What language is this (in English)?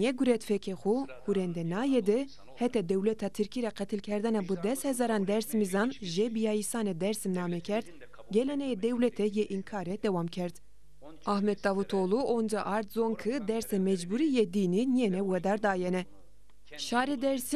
Zaza